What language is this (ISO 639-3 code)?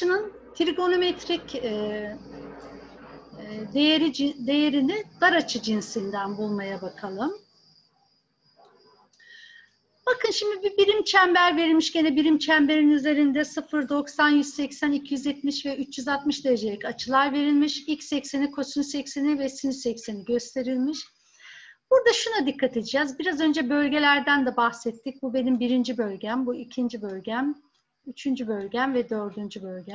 tur